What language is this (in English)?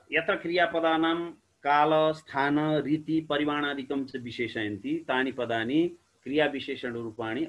Sanskrit